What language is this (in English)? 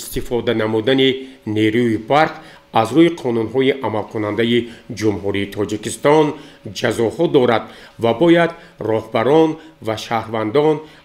Tajik